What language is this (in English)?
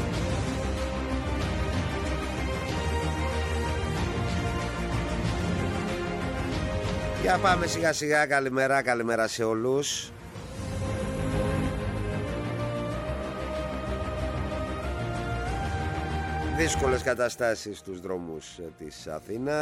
Greek